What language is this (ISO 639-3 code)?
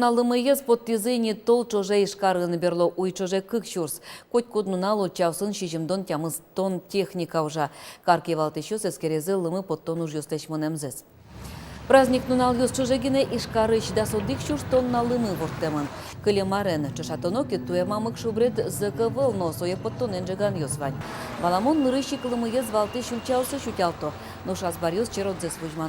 udm